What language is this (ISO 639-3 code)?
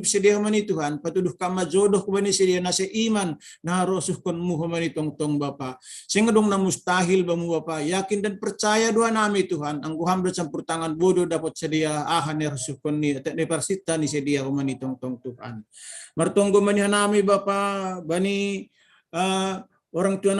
bts